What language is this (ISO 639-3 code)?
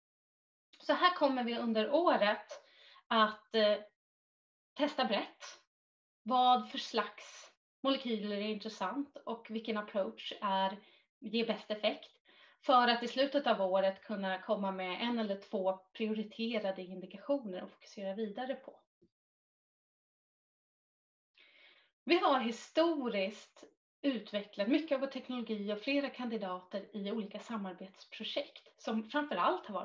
swe